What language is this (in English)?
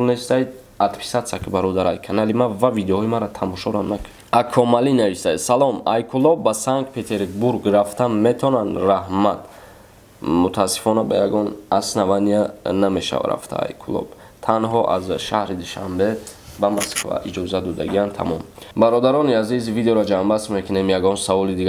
Tajik